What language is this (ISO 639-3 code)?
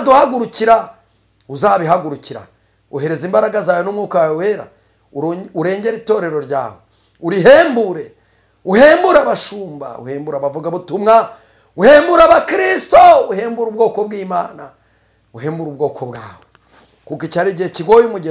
kin